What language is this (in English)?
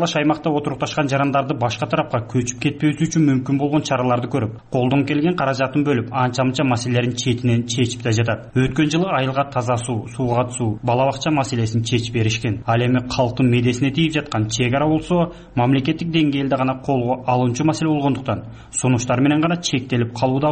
Kyrgyz